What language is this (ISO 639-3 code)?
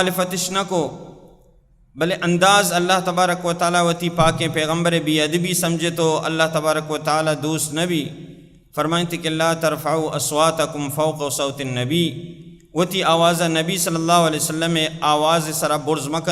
bal